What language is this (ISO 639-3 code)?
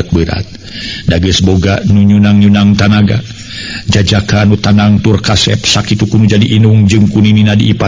sun